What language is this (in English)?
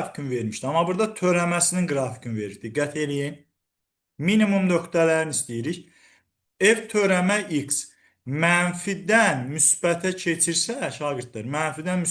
Azerbaijani